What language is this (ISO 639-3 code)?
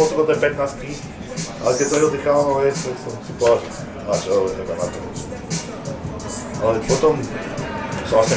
slk